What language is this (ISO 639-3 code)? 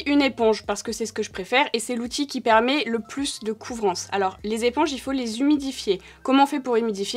fra